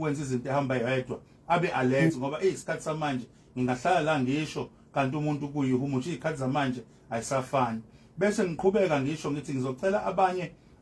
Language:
Zulu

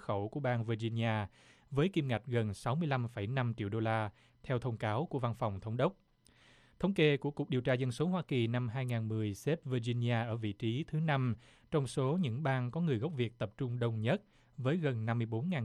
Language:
Vietnamese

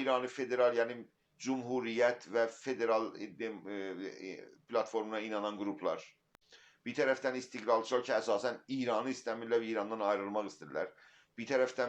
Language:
South Azerbaijani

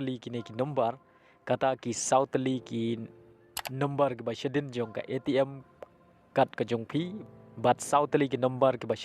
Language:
Khasi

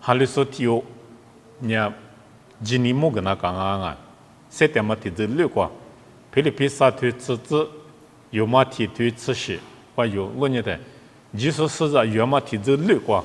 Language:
Lisu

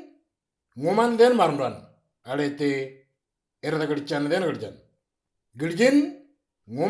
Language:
Moro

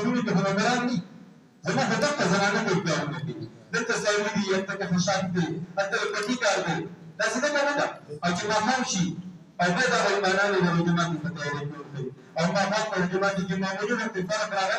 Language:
Pashto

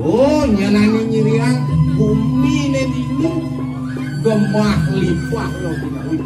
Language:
Balinese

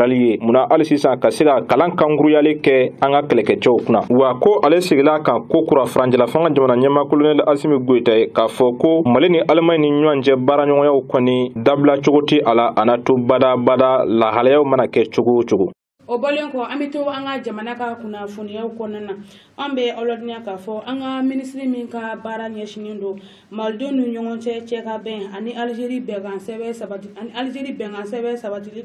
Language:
Bambara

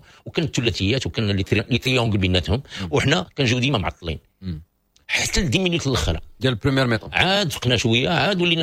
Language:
Moroccan Arabic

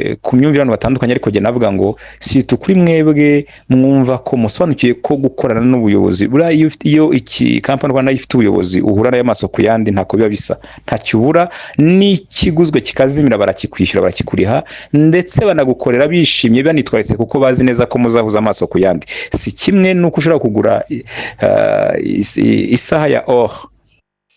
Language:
Kinyarwanda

